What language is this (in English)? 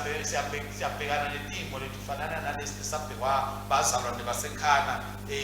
Swati